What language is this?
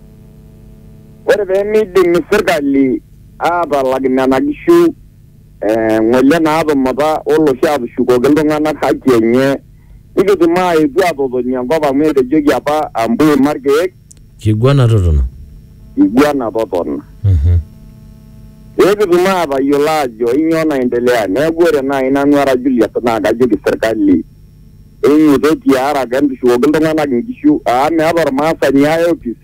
Masai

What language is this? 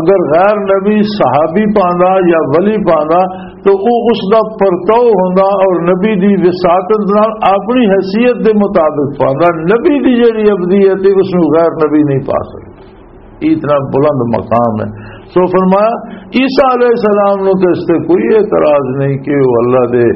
Western Panjabi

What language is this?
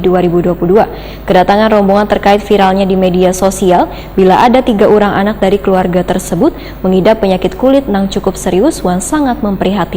Banjar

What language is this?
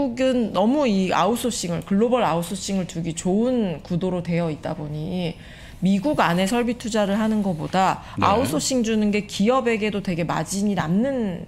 Korean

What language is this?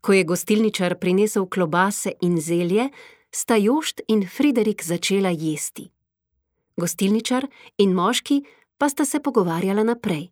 Slovenian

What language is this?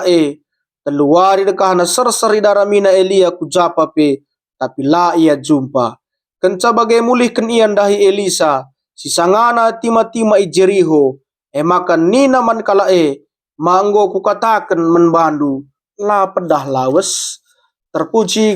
Batak Karo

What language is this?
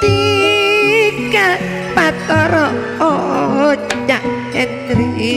Madurese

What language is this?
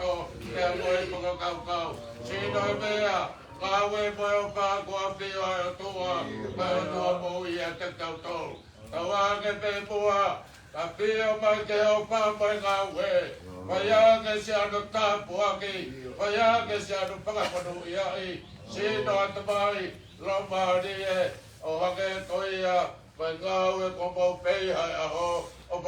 Tongan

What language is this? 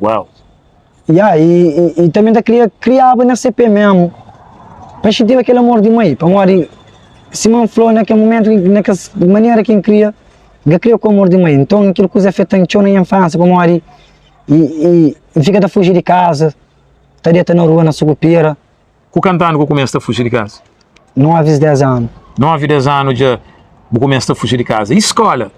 Kabuverdianu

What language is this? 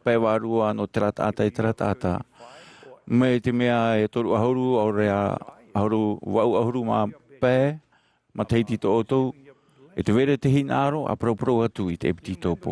Tahitian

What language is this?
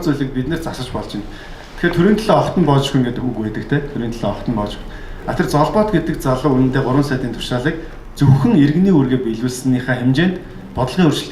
Mongolian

